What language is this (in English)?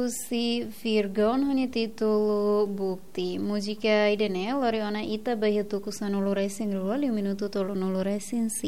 Tetum